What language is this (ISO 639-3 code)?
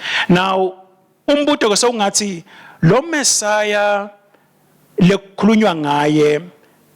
ssw